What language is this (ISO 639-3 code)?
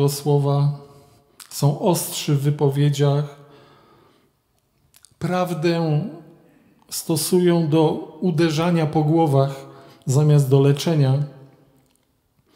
pol